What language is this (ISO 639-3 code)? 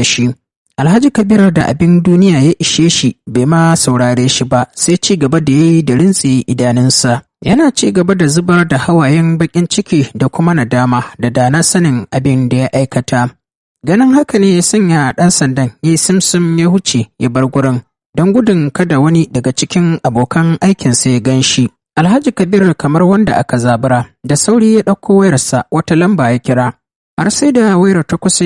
hau